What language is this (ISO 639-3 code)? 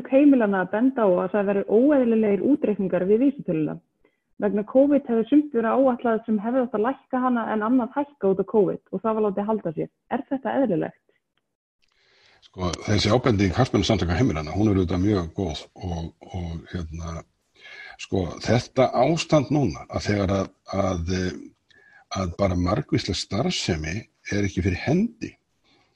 isl